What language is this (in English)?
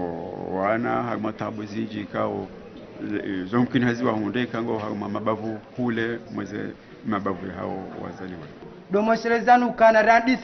Ngazidja Comorian